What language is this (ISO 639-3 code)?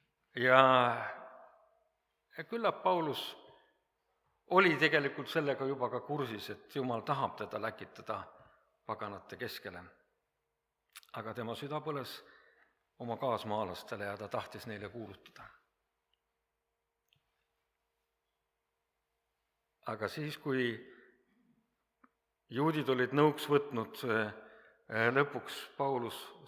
est